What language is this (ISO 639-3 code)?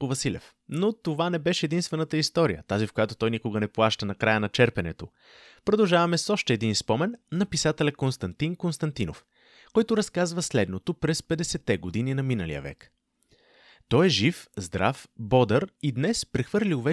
bul